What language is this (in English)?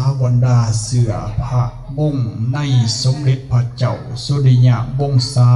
Lao